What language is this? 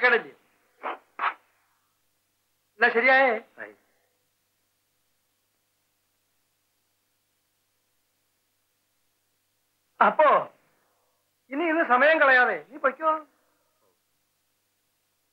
Malayalam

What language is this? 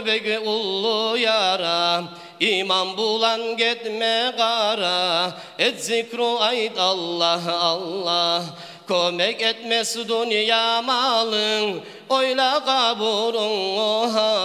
Kumyk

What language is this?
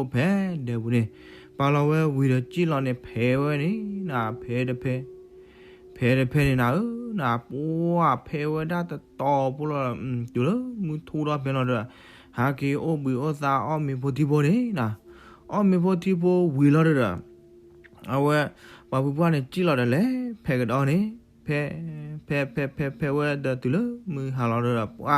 S'gaw Karen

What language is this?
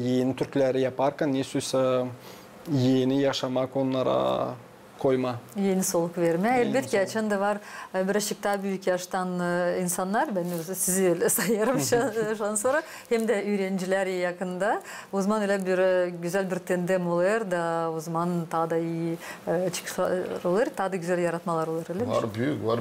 Gagauz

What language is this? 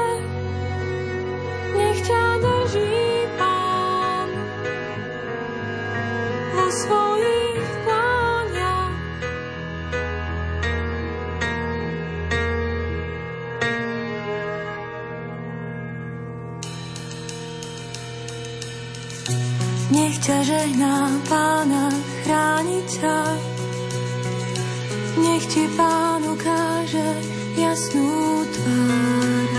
Slovak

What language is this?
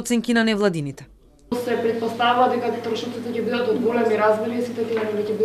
Macedonian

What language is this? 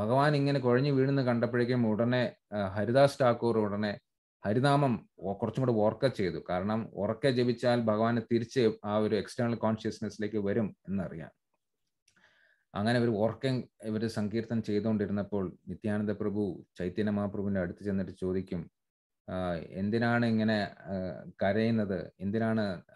Malayalam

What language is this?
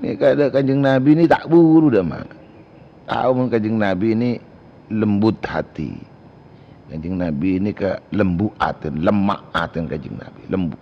Madurese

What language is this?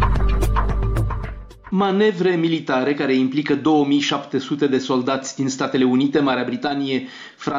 Romanian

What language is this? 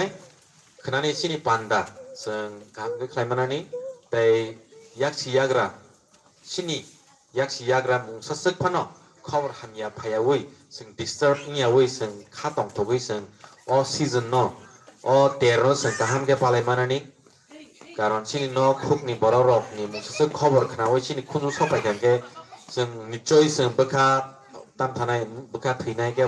Kok Borok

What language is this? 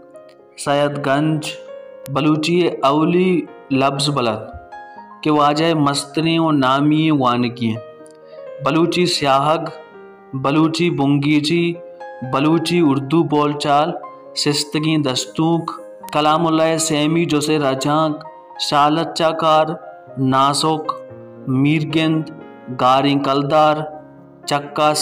Baluchi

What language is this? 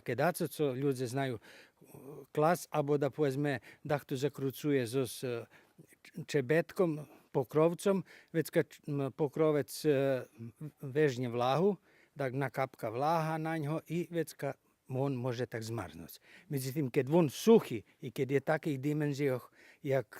Rusyn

